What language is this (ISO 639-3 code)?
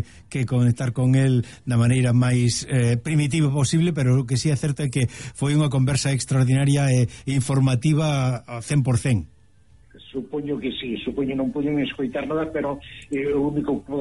glg